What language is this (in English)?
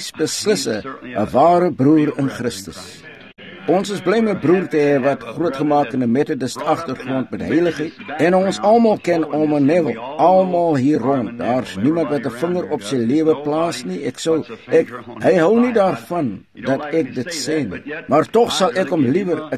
Afrikaans